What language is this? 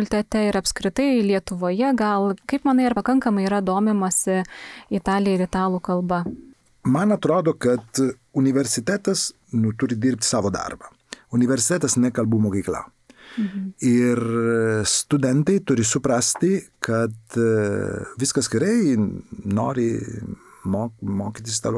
Lithuanian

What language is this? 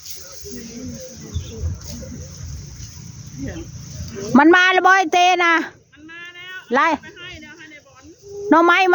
Northeastern Thai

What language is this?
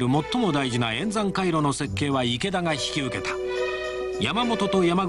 Japanese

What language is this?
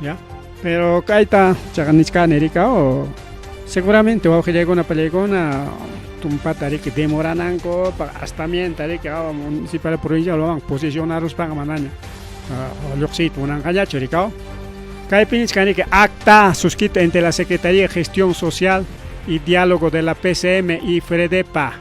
Ayacucho Quechua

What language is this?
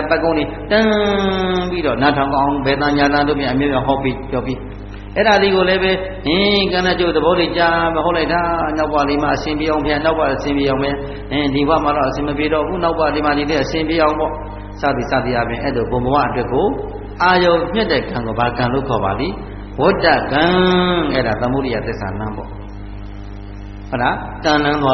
Burmese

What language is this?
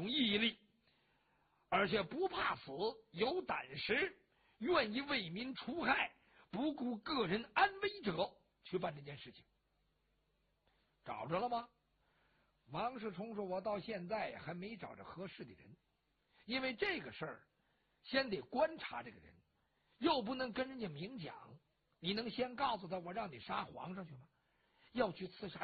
Chinese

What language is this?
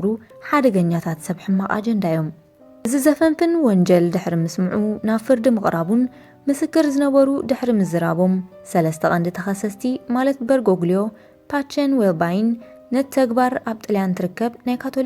Tigrinya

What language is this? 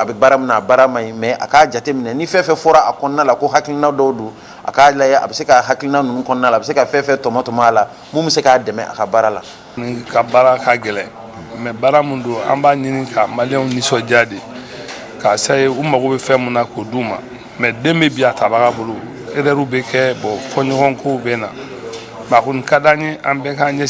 Bambara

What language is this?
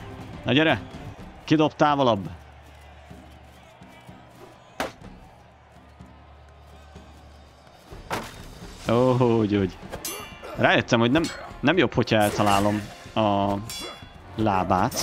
Hungarian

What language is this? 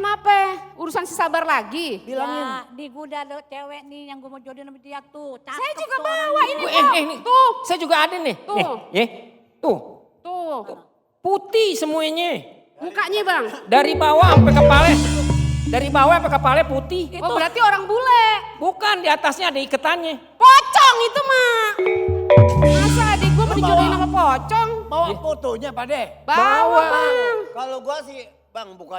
Betawi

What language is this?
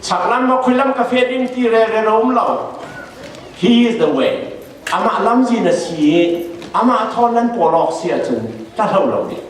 Falam Chin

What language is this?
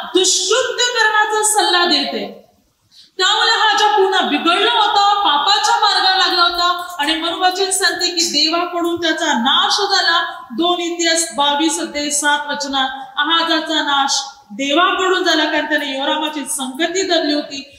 Marathi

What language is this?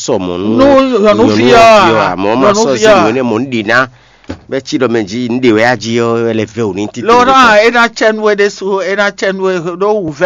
Fon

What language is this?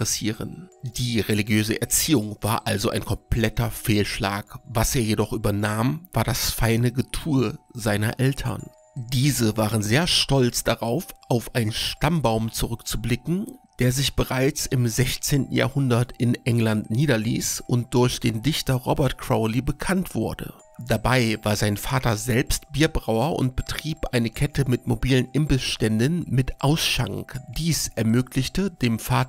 German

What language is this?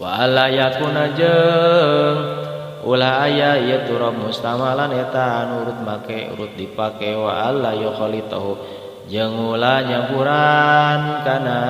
Sundanese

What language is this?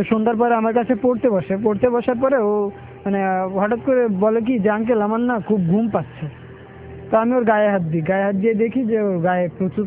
Bangla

